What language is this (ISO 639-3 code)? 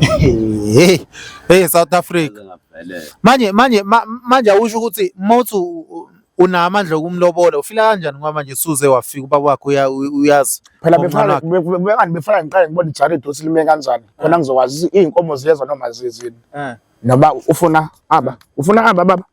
zul